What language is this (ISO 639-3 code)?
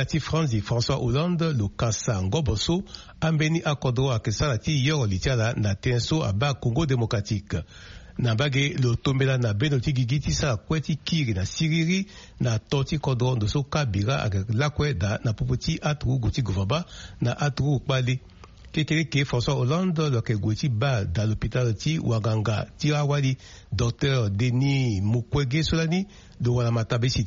sag